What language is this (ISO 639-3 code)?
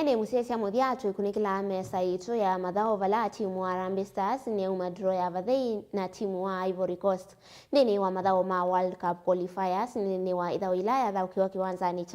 kam